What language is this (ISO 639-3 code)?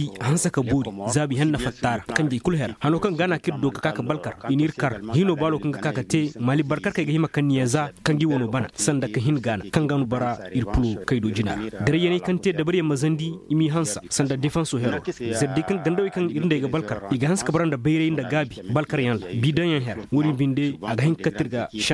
ses